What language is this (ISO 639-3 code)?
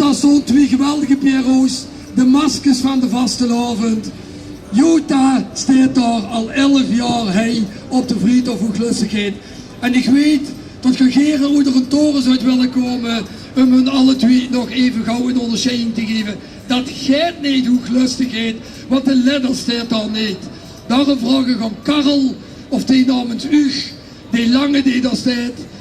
lim